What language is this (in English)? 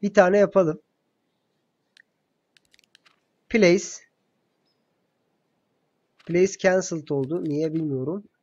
Turkish